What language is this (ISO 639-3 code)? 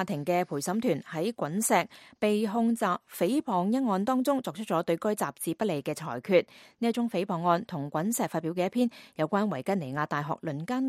yue